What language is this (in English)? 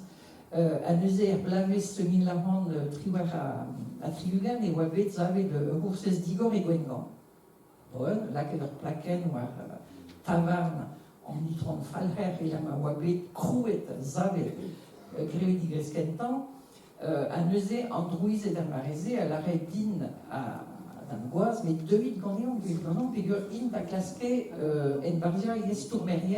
Breton